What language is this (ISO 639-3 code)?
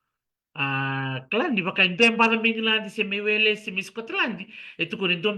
fij